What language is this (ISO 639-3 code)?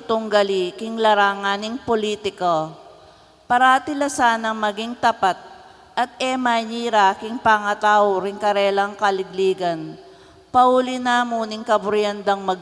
pam